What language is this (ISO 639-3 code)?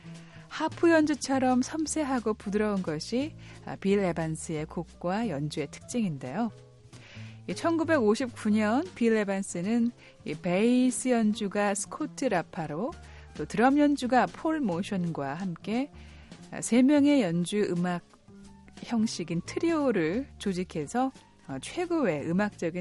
kor